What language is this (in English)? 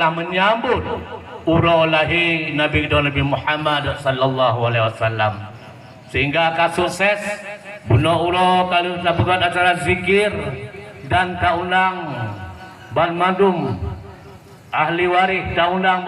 Achinese